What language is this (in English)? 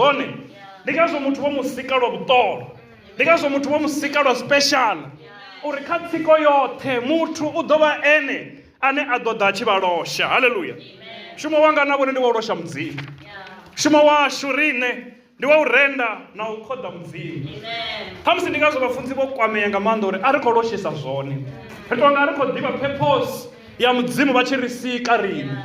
Venda